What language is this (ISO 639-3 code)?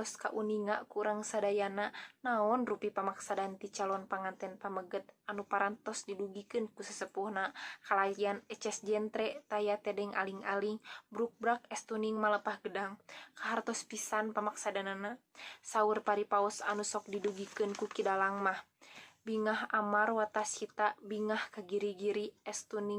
sun